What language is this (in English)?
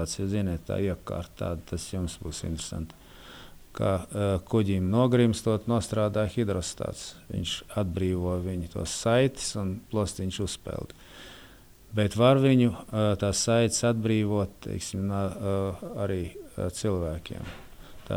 Latvian